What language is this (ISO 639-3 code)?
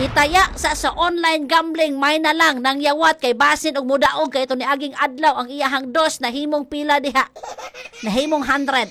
ceb